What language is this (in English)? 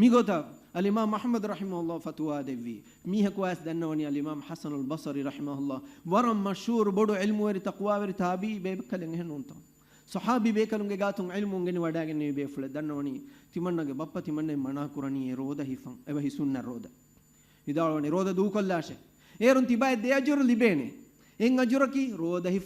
Divehi